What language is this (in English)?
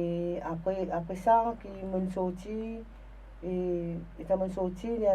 Morisyen